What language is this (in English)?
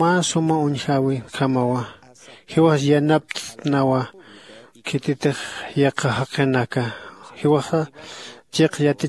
Aymara